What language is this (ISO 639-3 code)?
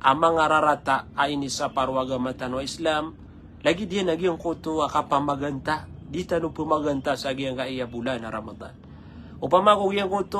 mrw